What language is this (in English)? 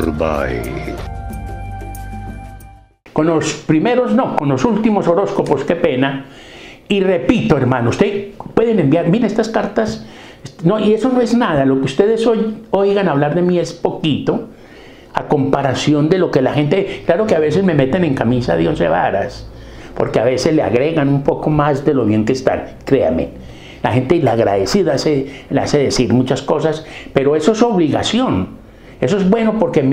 Spanish